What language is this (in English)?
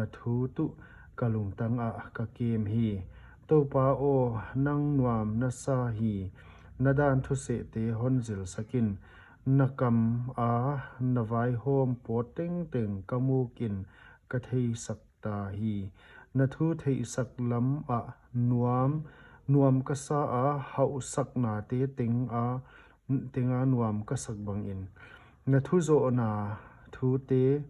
Paite Chin